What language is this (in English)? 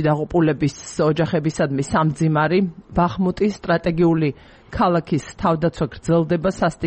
Georgian